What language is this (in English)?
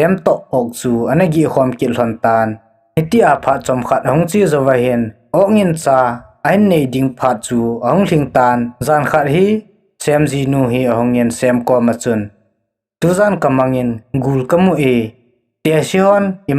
Thado Chin